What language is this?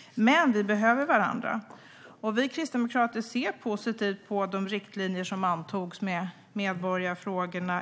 Swedish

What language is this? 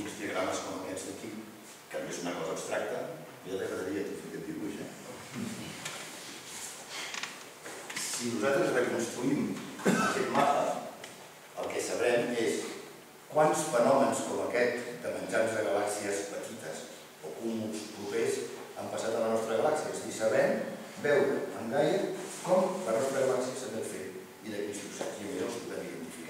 Catalan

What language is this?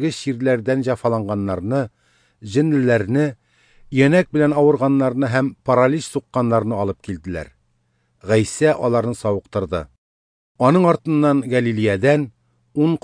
Tatar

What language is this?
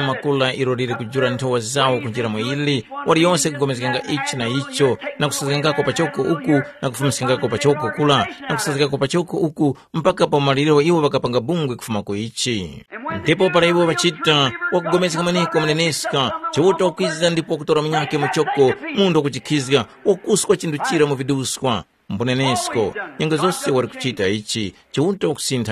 Tumbuka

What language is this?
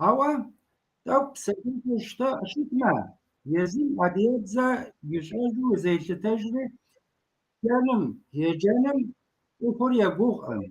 Kabardian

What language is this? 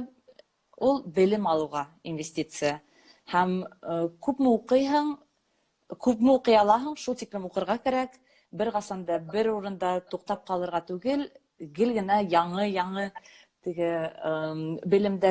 Bashkir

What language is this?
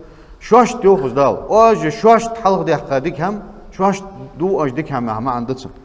Ingush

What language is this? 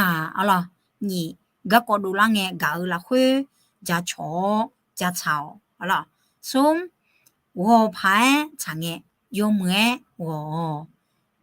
Akha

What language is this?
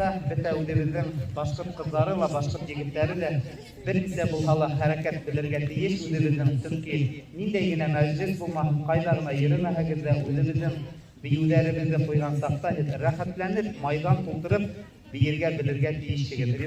Bashkir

